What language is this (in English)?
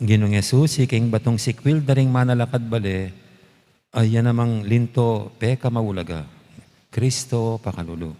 Pampanga